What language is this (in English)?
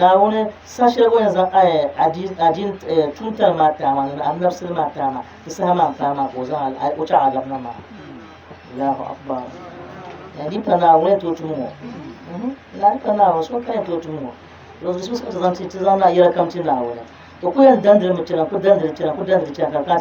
Dagbani